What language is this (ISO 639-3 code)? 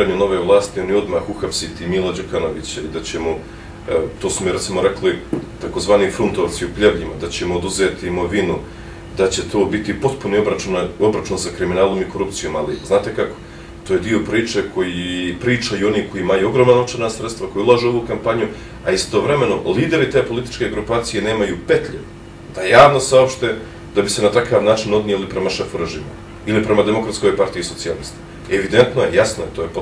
bos